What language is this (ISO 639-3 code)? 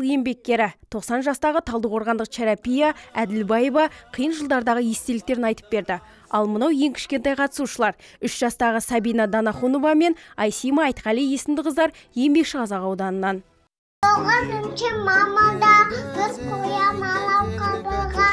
kaz